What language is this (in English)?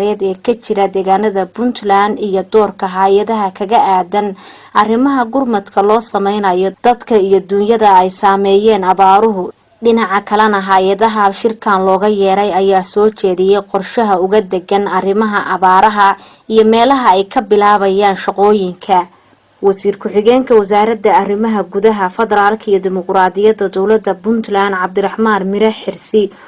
Somali